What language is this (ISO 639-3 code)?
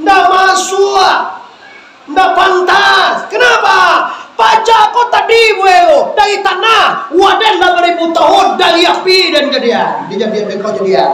min